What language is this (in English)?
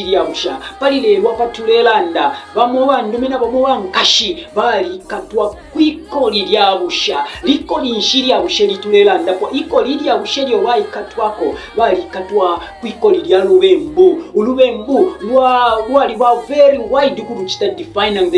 Bemba